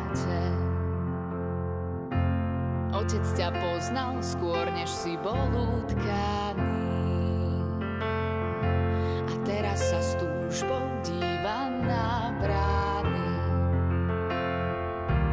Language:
Slovak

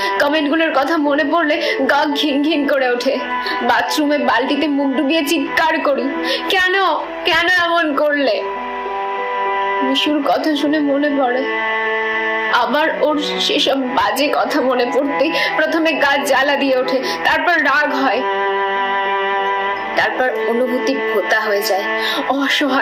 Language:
Bangla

